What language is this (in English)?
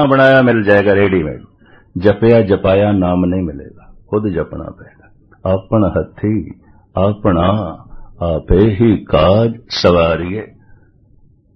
Punjabi